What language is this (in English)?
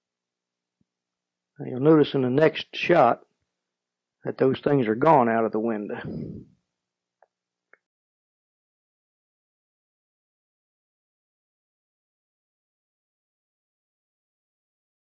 English